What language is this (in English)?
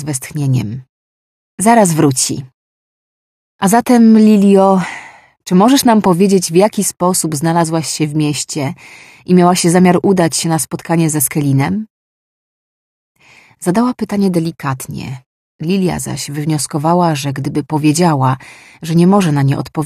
Polish